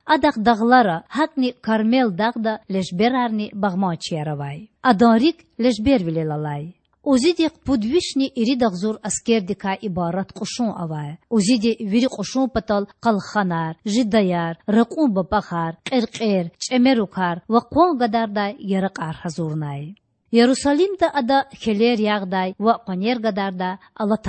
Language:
Lezghian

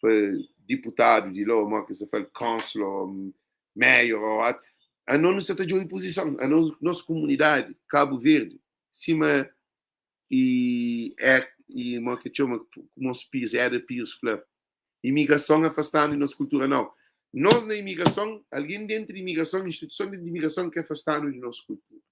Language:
Kabuverdianu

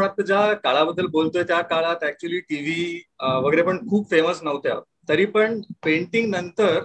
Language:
Marathi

